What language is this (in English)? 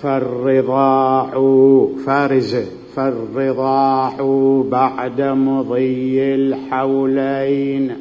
Mesopotamian Arabic